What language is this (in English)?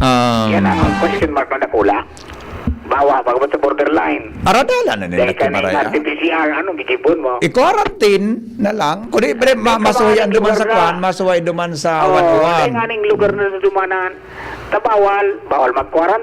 Bikol